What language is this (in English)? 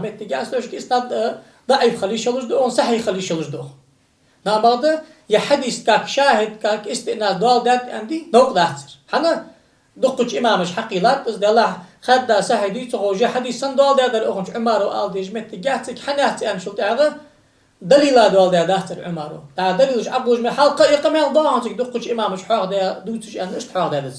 Ingush